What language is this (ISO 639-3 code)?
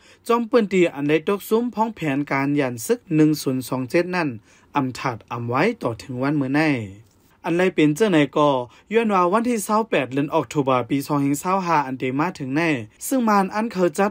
shn